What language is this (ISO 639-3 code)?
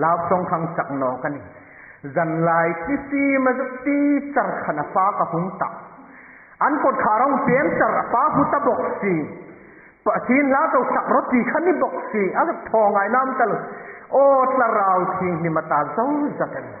hmr